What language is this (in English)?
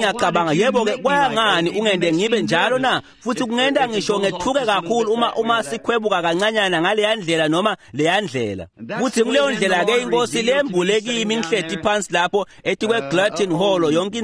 Swati